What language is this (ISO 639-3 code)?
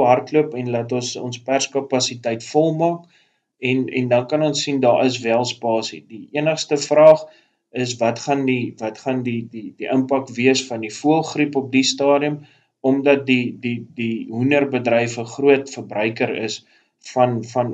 afr